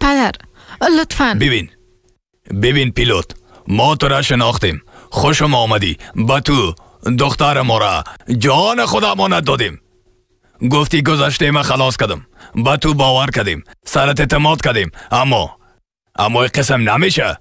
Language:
Persian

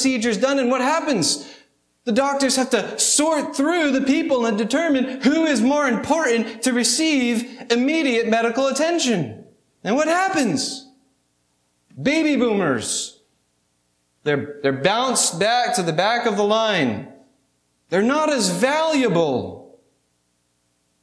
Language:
English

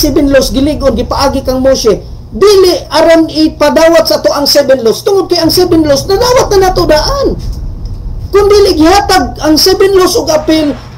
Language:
Cebuano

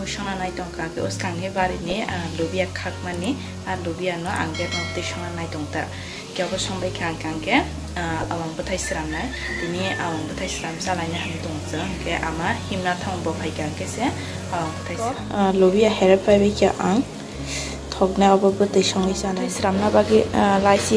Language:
Kok Borok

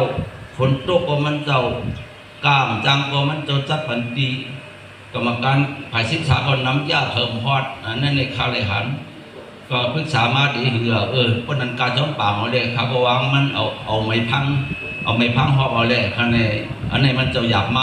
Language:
Shan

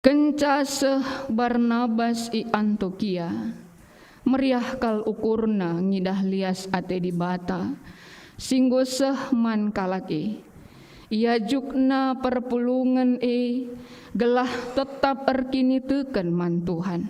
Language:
Batak Karo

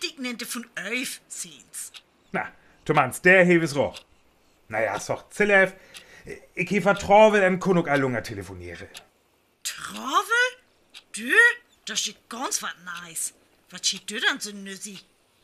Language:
Northern Frisian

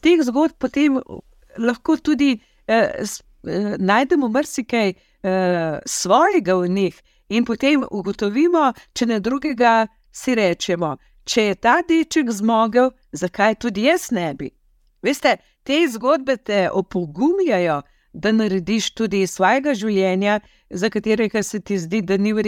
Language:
Slovenian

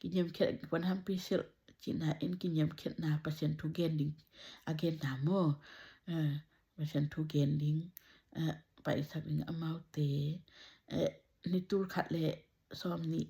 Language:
Tedim Chin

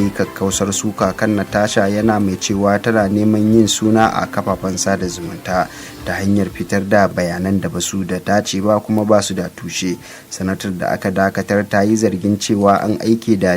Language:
Hausa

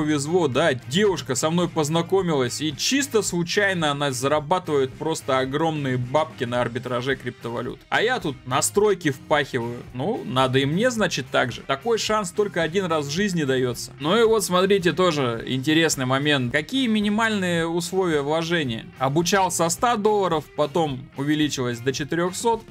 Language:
Russian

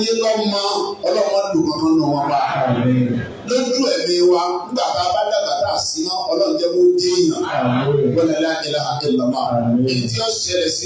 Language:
Yoruba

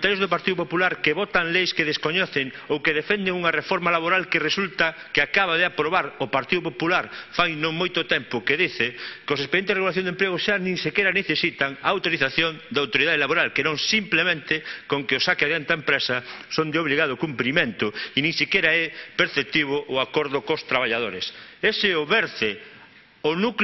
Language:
Galician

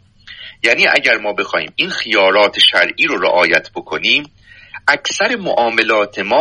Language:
Persian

